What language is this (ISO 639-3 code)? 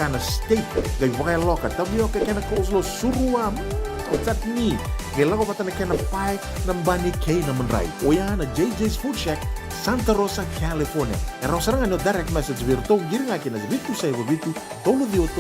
fij